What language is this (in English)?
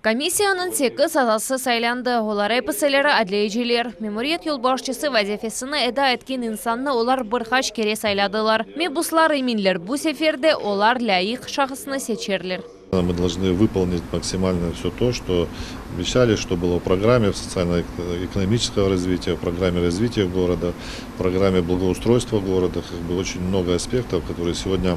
Crimean Tatar